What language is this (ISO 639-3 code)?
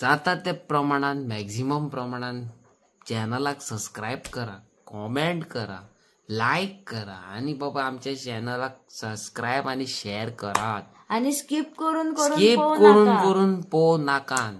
kok